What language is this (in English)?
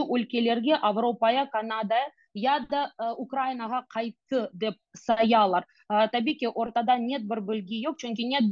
Crimean Tatar